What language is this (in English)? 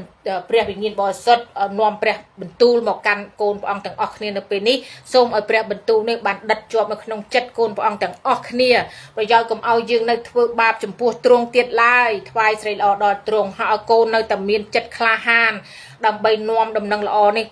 Khmer